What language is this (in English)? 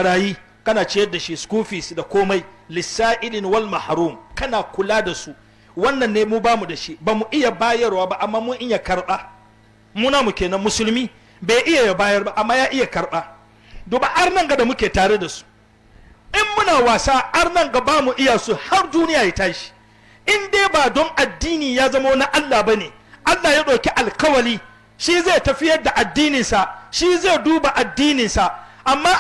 Hausa